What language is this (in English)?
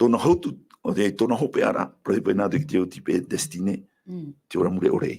Tahitian